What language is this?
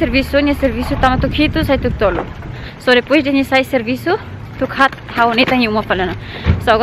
Tetum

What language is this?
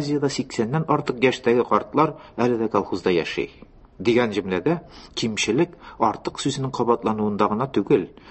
Tatar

